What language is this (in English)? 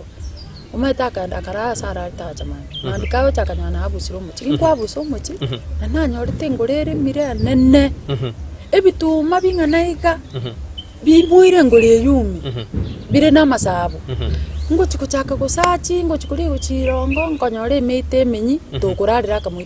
Gusii